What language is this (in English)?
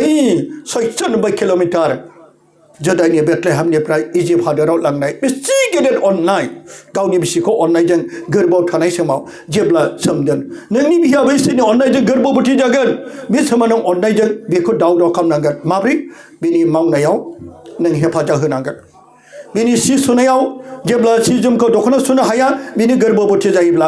Bodo